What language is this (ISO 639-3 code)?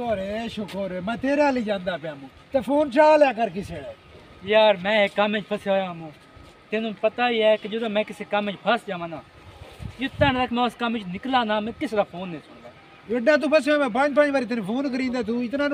pan